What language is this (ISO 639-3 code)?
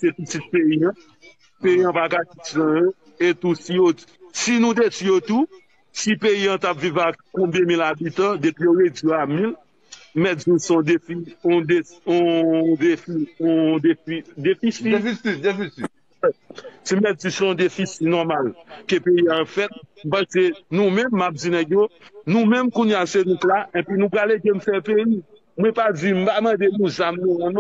hat